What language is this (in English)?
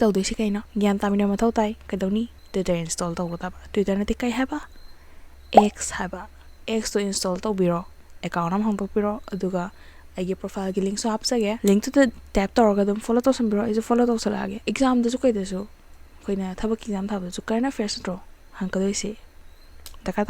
Manipuri